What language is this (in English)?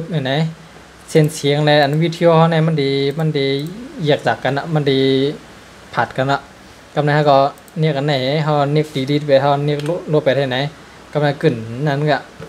Shan